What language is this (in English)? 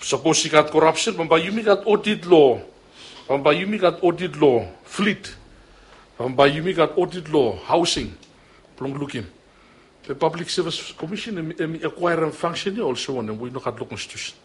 Bislama